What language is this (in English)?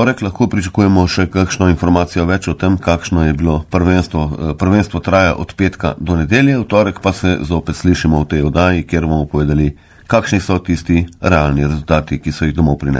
Slovenian